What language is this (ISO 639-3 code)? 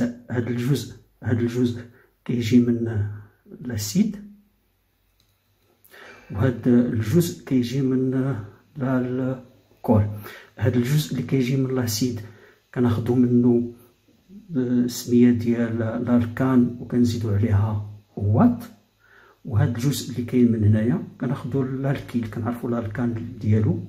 ary